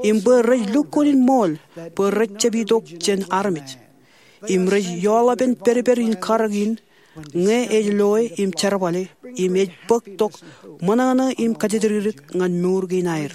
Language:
Marshallese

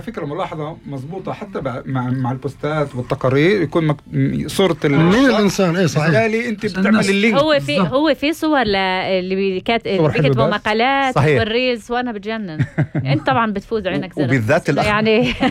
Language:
North Levantine Arabic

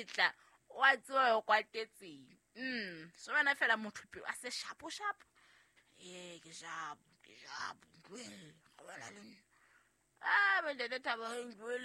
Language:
Southern Sotho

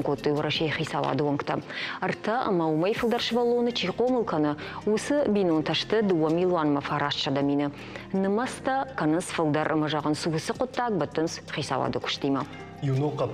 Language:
Ossetic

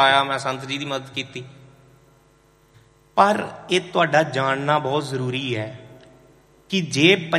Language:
Punjabi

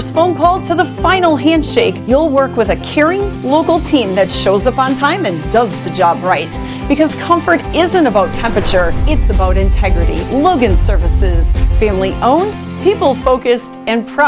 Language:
English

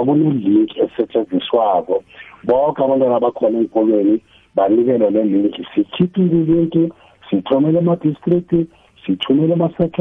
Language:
South Ndebele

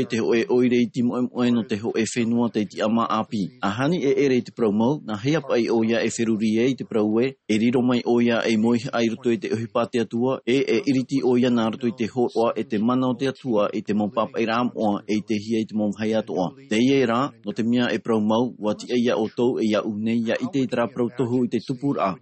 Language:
Tahitian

